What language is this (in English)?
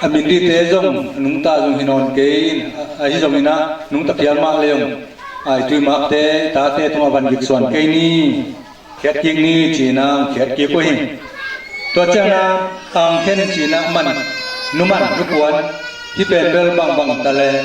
Tedim Chin